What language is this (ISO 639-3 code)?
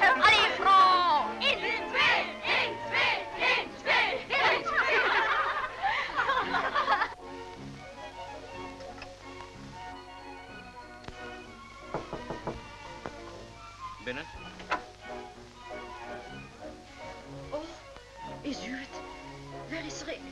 nld